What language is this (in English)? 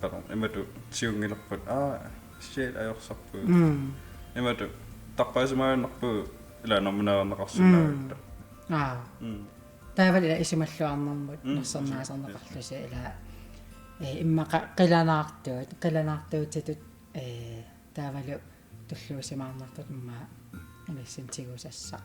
Kalaallisut